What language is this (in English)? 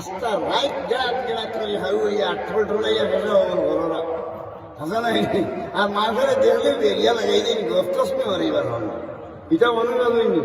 Sylheti